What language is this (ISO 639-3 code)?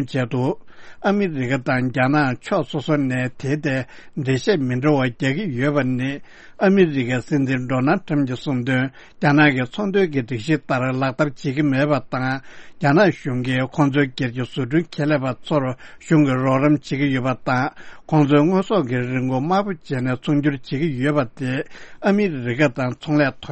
bod